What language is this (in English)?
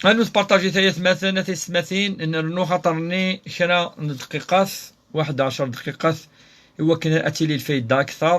Kabyle